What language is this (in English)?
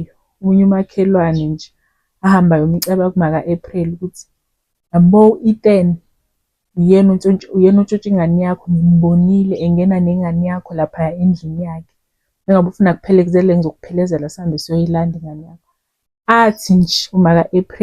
Zulu